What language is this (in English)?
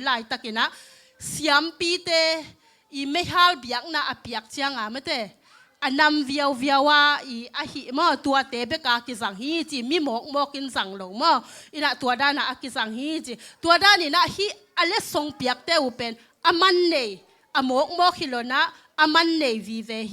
Tedim Chin